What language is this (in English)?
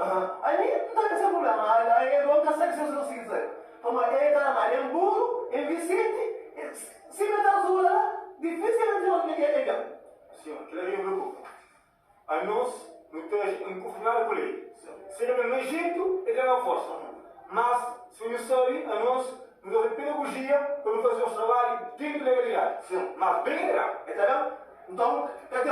Kabuverdianu